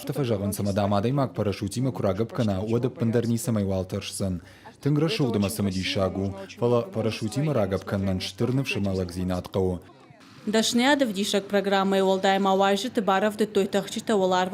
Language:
Ossetic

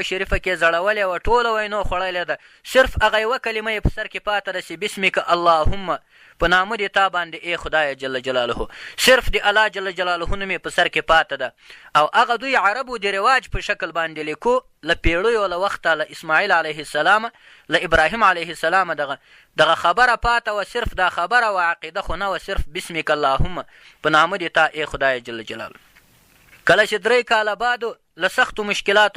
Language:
Pashto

